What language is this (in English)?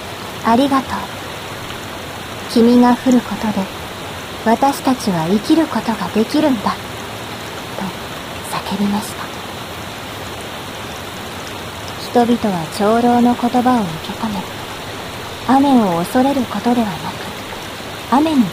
Japanese